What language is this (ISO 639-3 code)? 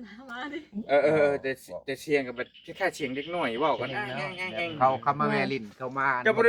tts